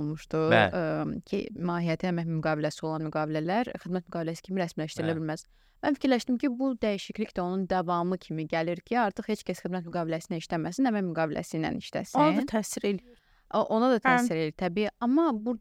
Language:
Azerbaijani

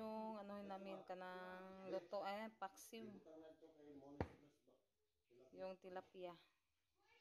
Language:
Filipino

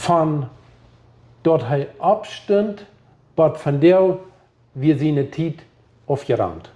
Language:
Plautdietsch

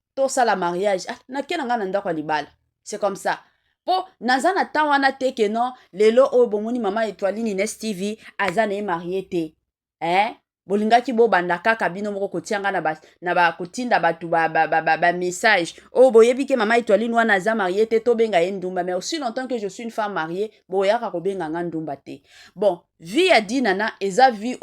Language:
Lingala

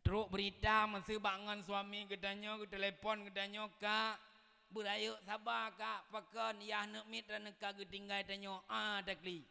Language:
Achinese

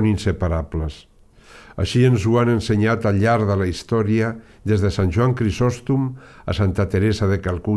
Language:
Catalan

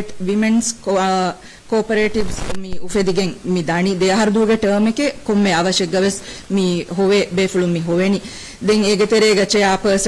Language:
Divehi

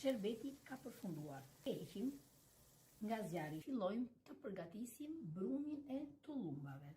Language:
Albanian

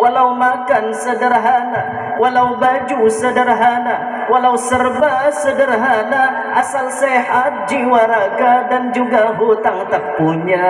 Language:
Banjar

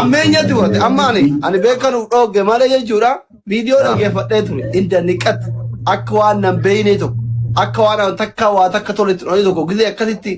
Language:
Oromo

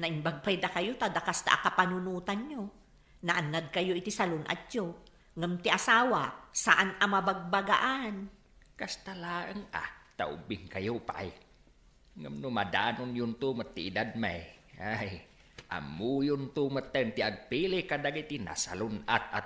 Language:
Iloko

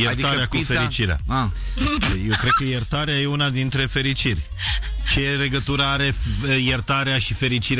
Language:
Romanian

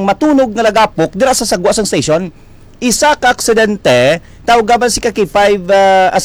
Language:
Hiligaynon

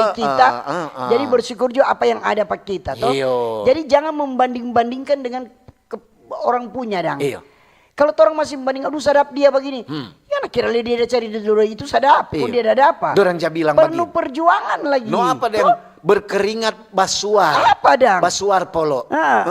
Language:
Manado Malay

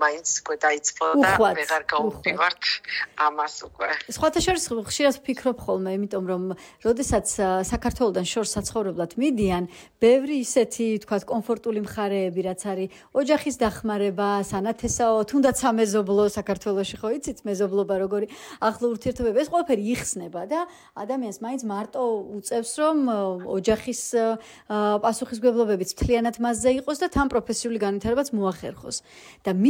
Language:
Georgian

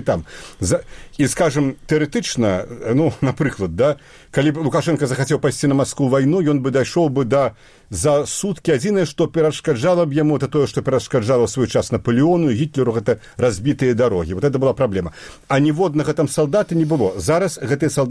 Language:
Belarusian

